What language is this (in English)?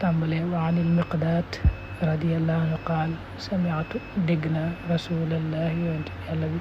Wolof